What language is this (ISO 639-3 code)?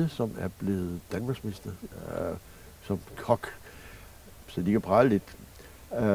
dan